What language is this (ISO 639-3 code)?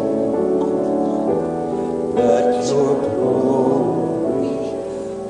ewe